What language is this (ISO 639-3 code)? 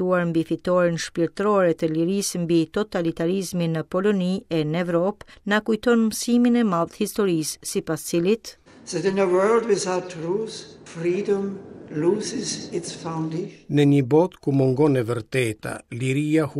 sqi